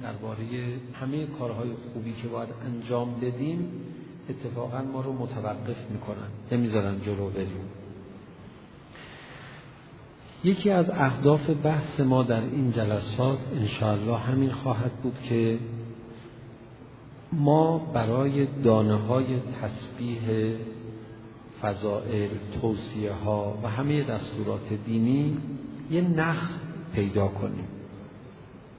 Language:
Persian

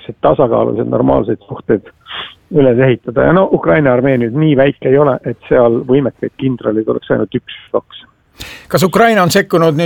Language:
Estonian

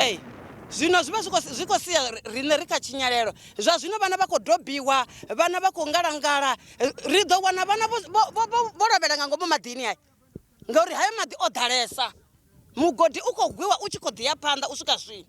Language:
Venda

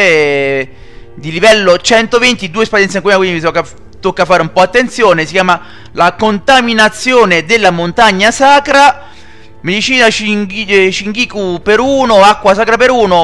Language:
Italian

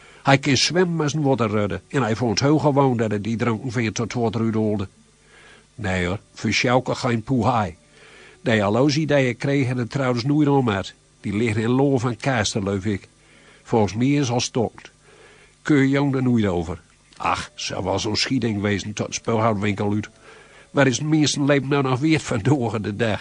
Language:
Gronings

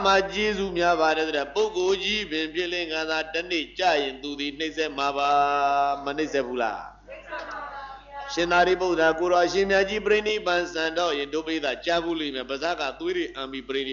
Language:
Burmese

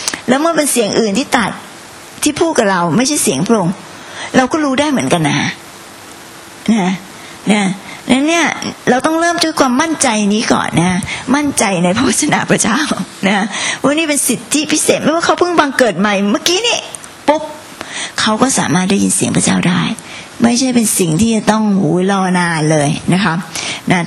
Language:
Thai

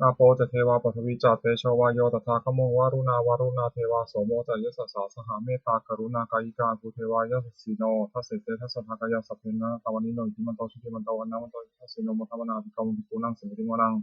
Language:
Pali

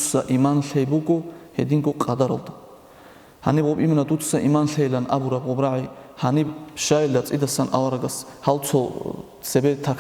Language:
Avaric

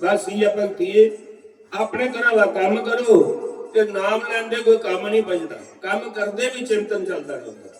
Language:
Dogri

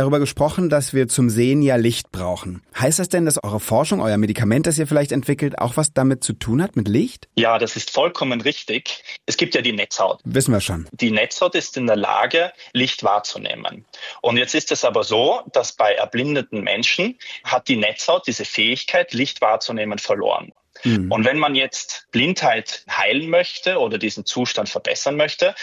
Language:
German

